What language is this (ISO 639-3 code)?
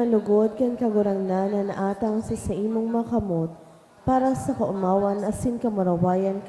bik